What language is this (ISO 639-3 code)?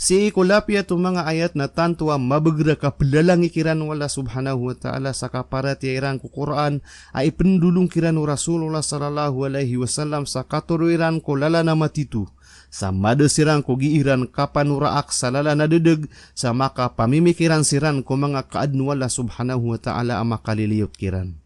mrw